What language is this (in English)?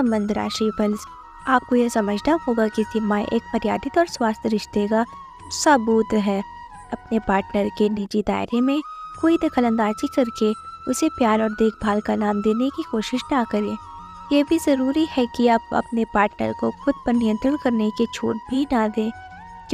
Hindi